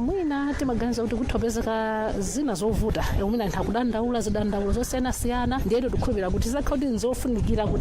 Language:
Nyanja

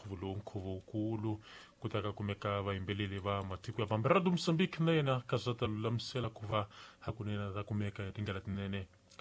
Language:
Tsonga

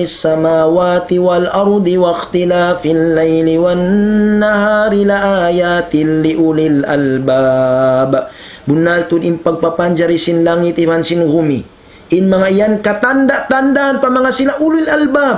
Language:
Tausug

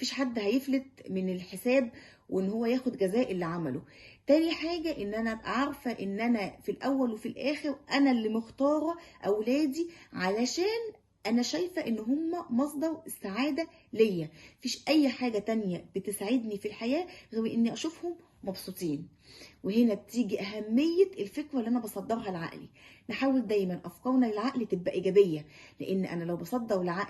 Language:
Egyptian Arabic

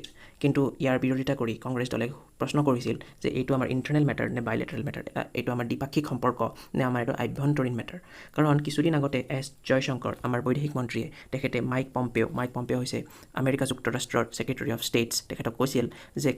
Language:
Assamese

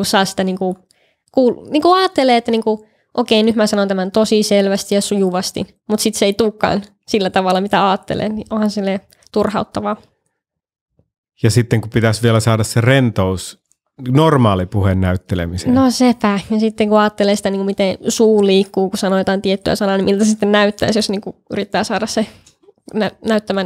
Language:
Finnish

